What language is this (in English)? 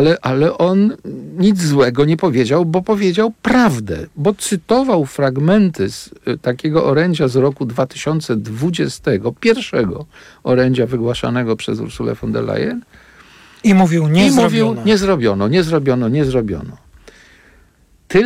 Polish